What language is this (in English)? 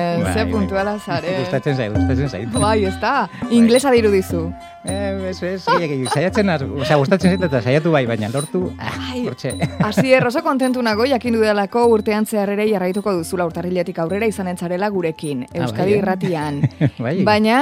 Basque